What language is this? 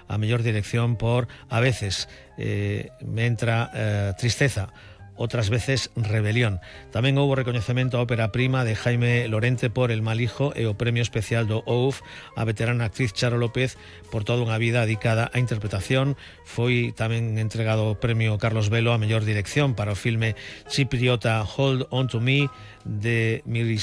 Galician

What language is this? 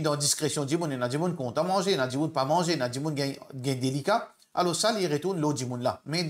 Morisyen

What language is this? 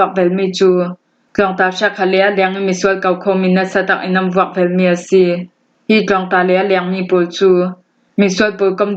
Hakha Chin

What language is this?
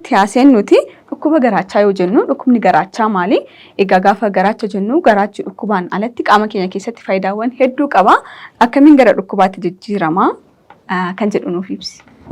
Oromo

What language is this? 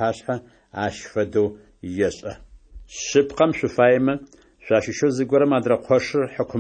Adyghe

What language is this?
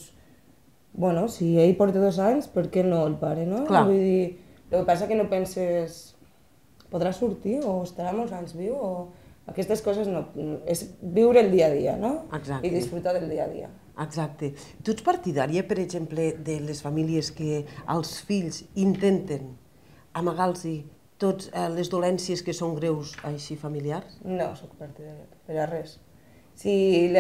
Catalan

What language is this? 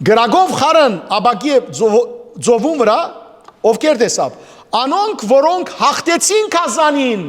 Western Armenian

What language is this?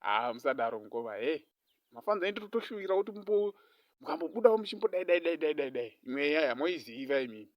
Shona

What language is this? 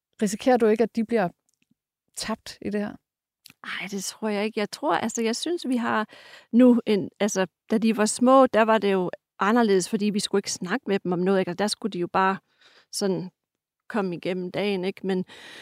Danish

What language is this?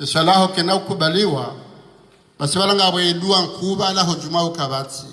Ngazidja Comorian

